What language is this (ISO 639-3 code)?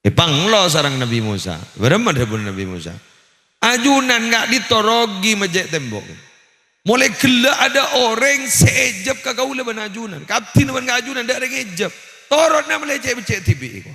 mad